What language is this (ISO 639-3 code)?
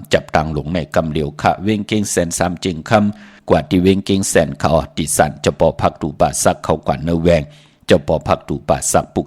shn